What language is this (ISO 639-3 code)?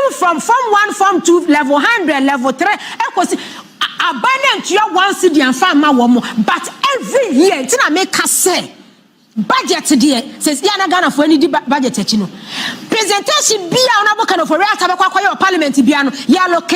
aka